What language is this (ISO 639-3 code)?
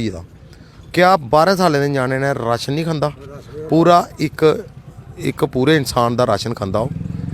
doi